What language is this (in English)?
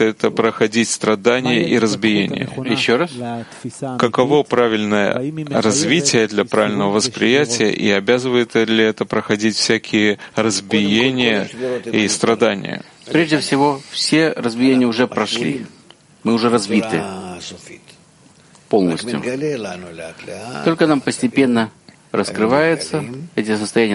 Russian